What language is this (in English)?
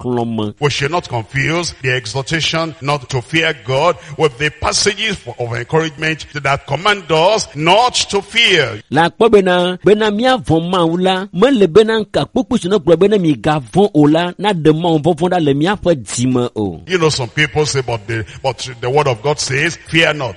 Ewe